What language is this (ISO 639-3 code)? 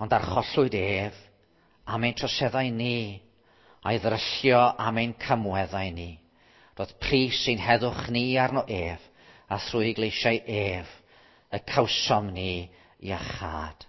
cym